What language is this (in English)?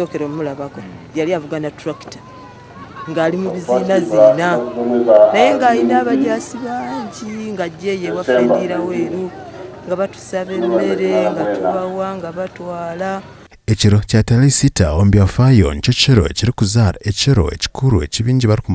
Nyankole